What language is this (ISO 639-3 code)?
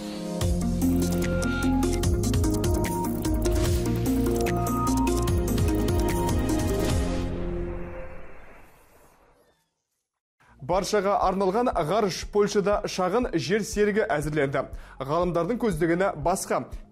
kaz